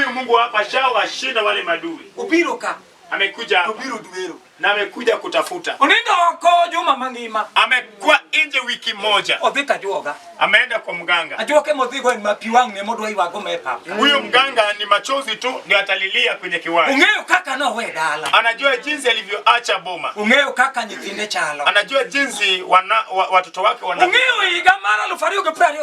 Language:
Luo (Kenya and Tanzania)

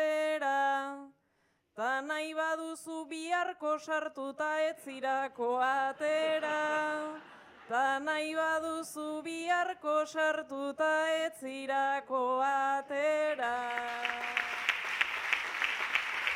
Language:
Basque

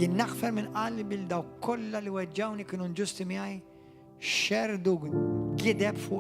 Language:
Maltese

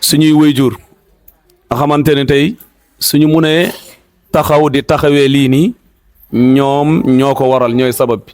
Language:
Wolof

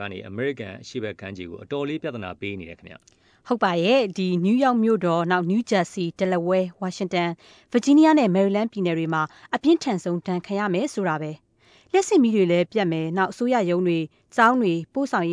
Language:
Burmese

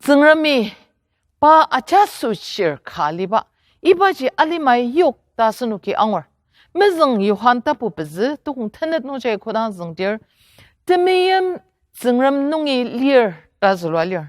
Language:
Ao Naga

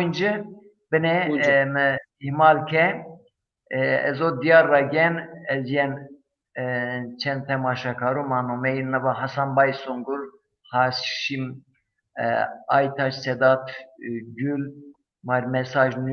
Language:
Zaza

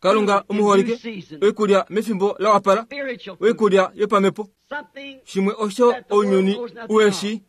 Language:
Kuanyama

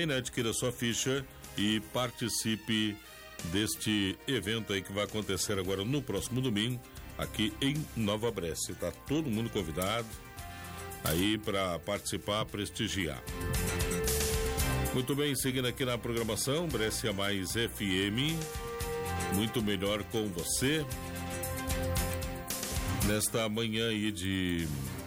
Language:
Portuguese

